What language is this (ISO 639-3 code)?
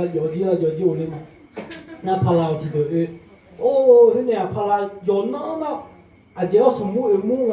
ahk